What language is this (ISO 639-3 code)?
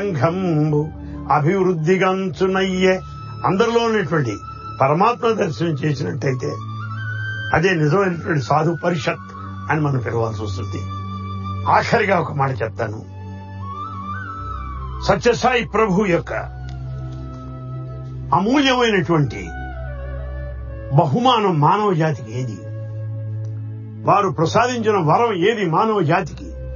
tel